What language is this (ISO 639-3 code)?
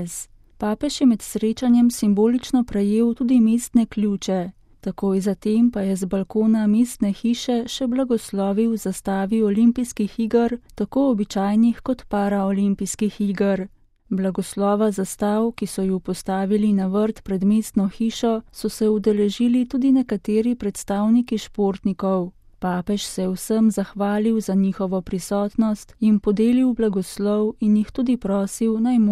slv